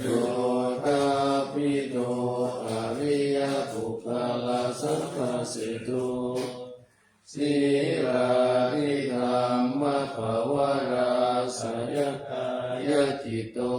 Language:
Pali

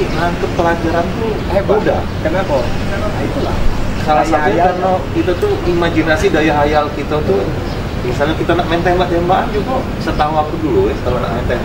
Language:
Musi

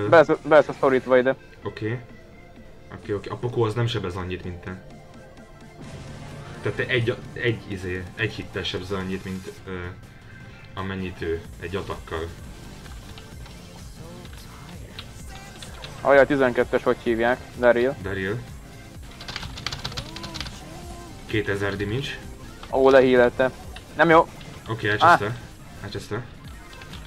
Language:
Hungarian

